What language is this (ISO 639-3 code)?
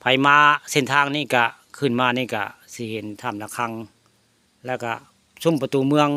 tts